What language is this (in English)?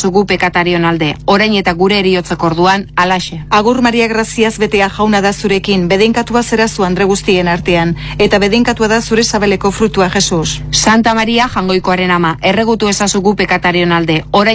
Basque